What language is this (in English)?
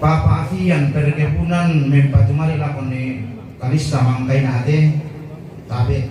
Toraja-Sa'dan